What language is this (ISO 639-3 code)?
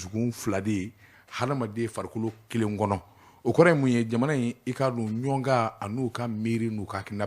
bam